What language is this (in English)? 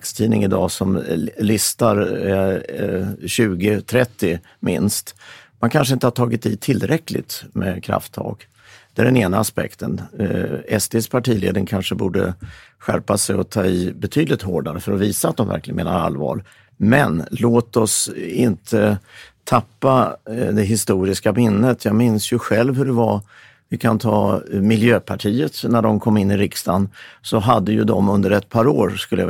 Swedish